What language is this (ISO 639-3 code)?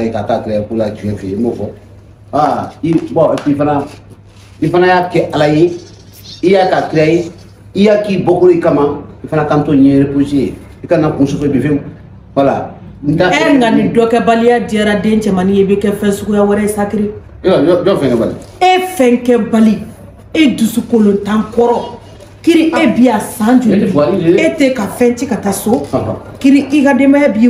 bam